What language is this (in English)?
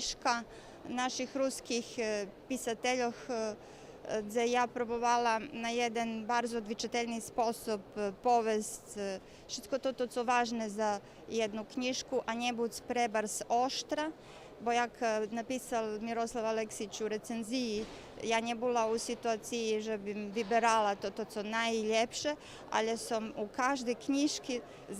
Rusyn